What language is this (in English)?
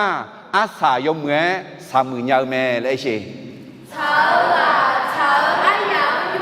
Akha